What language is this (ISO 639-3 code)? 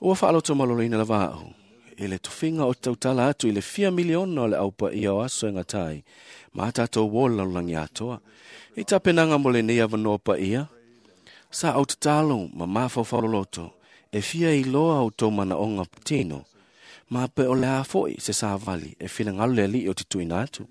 smo